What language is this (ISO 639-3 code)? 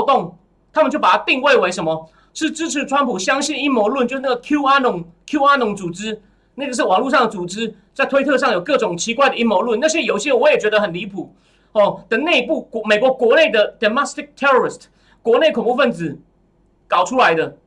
zho